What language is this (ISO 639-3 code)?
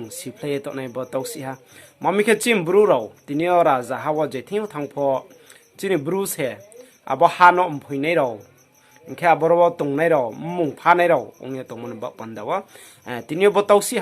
ria